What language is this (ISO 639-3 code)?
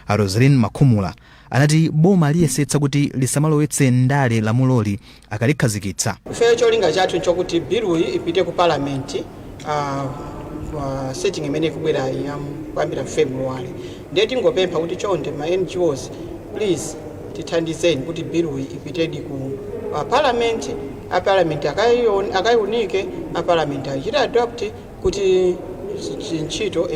nya